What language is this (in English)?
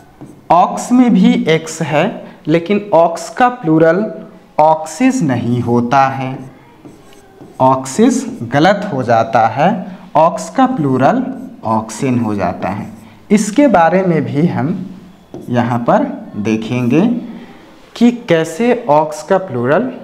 Hindi